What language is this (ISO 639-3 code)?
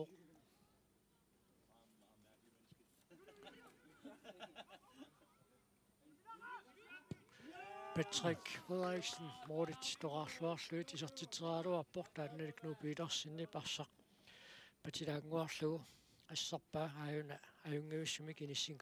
kal